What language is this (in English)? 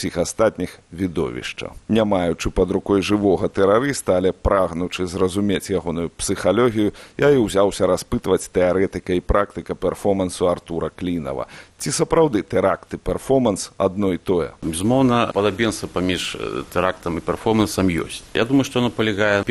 Belarusian